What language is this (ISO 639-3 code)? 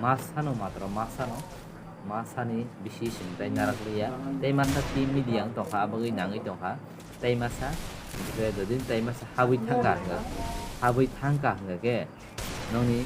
trp